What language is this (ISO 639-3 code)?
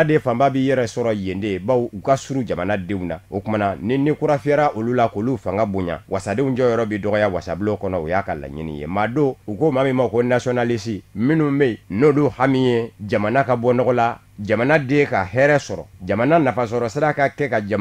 bam